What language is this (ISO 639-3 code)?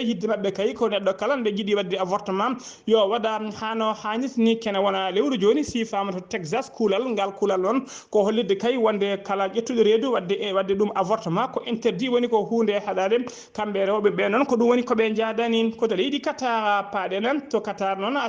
ful